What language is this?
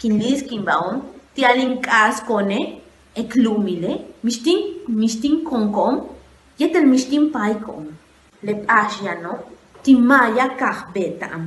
Yucateco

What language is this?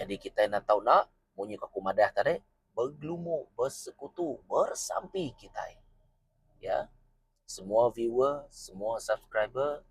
Iban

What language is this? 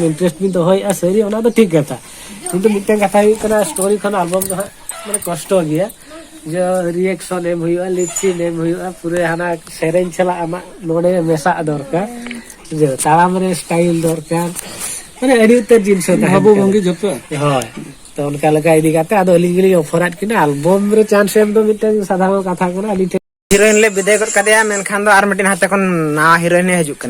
Santali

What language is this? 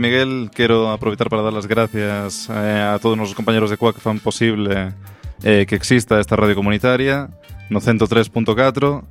Galician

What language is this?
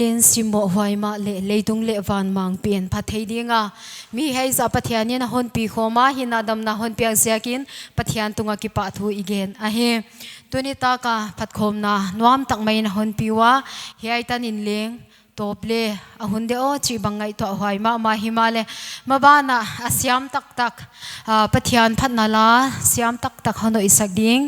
Paite Chin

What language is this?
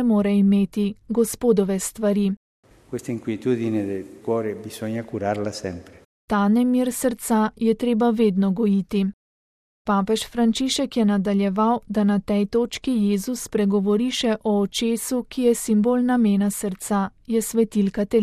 Slovenian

